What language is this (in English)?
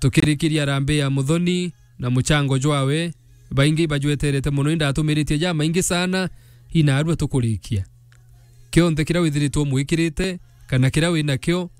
Meru